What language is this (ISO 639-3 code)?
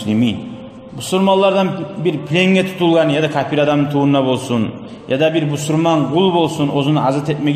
kum